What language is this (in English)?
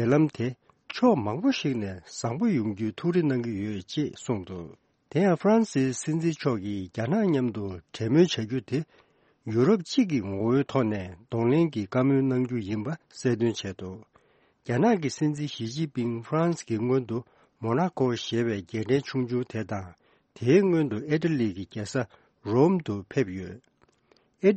Tibetan